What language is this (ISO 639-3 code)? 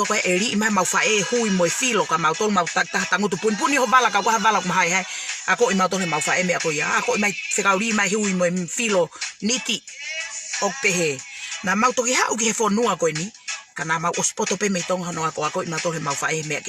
ton